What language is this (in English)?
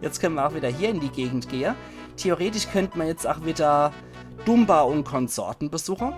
Palatine German